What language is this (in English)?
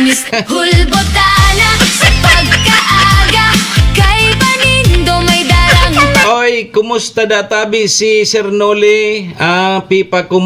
Bikol